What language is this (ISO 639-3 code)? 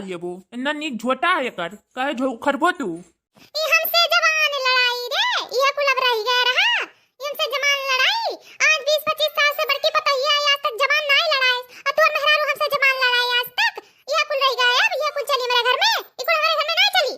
awa